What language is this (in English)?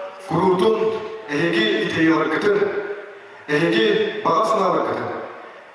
Yakut